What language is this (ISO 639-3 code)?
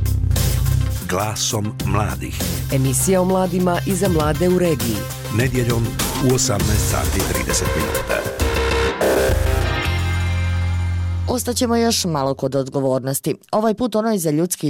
bos